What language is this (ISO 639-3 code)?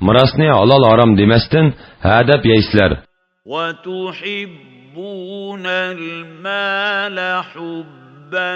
uig